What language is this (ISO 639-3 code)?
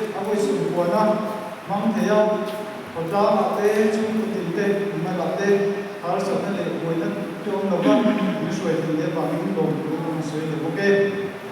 lus